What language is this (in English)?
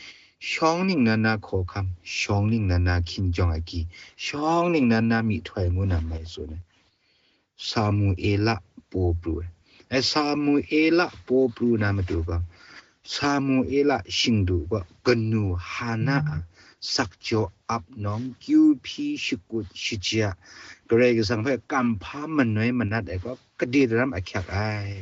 Kachin